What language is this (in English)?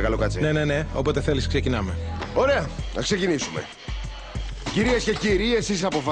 Greek